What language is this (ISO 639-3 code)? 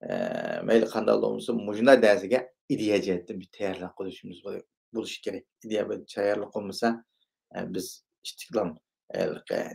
uig